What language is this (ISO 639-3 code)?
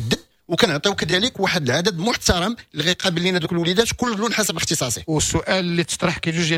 ary